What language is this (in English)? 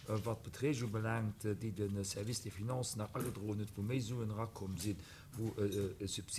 Luxembourgish